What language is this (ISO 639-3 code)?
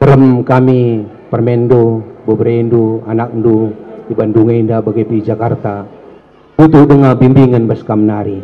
btx